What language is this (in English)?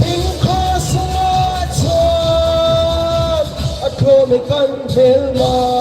Hmar